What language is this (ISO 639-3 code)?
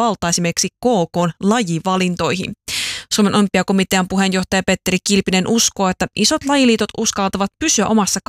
fin